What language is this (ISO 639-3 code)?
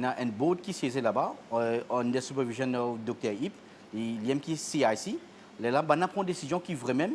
mfe